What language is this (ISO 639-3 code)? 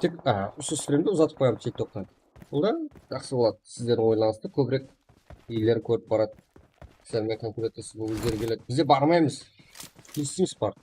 kaa